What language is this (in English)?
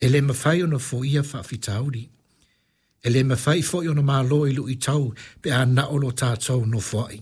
Samoan